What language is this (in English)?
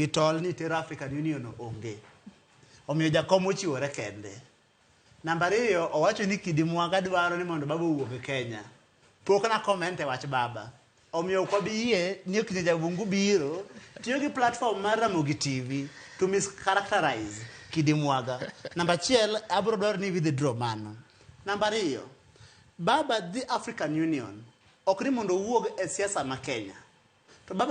Luo (Kenya and Tanzania)